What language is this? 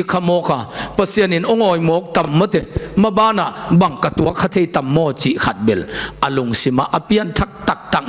Tedim Chin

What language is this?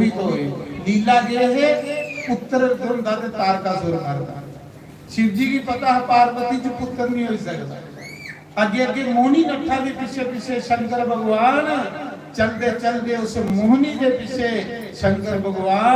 Dogri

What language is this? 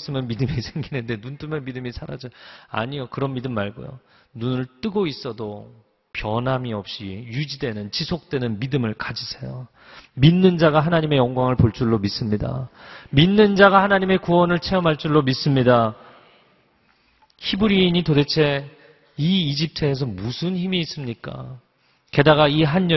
Korean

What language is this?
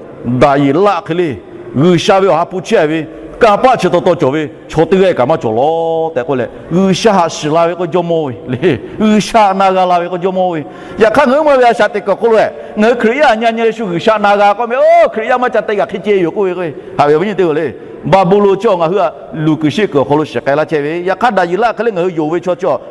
Lahu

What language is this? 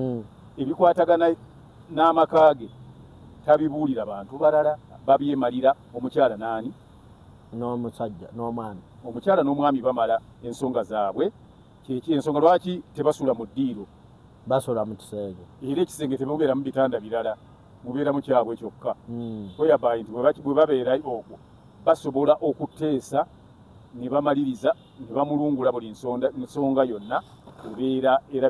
Ganda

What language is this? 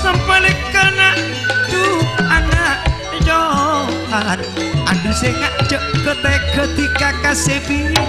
Madurese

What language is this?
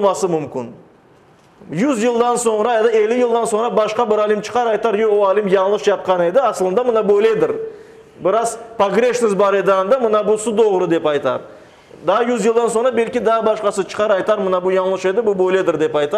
Crimean Tatar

